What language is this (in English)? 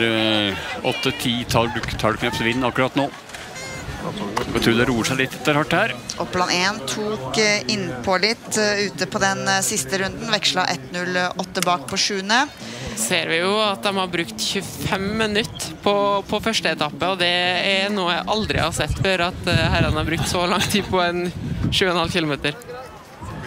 Norwegian